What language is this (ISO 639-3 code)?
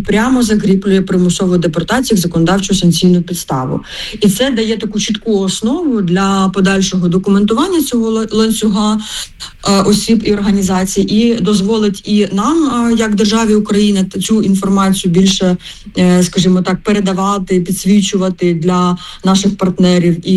ukr